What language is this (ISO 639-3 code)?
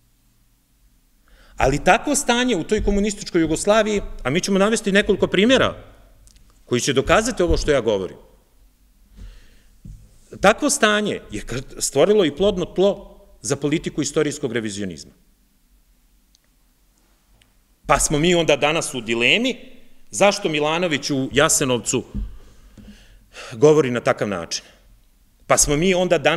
srp